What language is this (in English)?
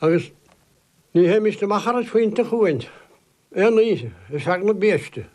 Irish